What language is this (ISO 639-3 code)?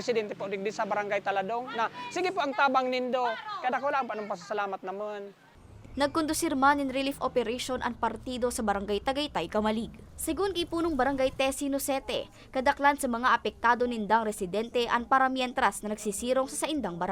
bik